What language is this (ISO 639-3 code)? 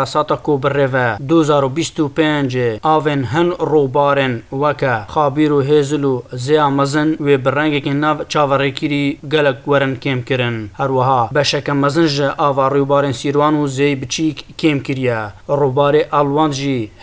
kur